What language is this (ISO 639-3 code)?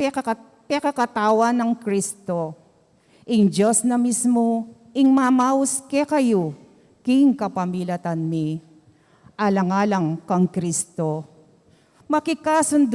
pam